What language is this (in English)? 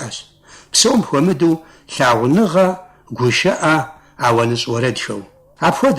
Kabardian